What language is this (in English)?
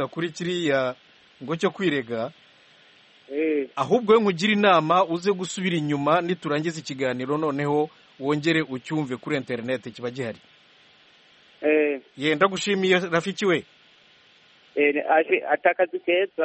Kinyarwanda